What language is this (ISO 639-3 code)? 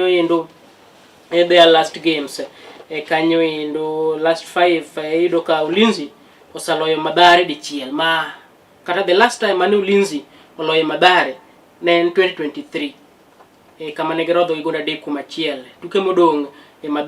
luo